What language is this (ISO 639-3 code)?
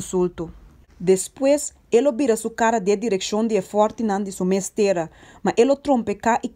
pap